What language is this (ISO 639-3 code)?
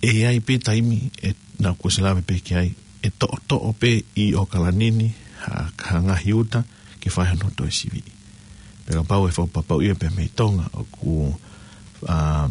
ton